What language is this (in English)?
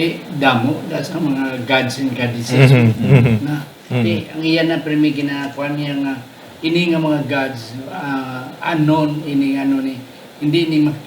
Hiligaynon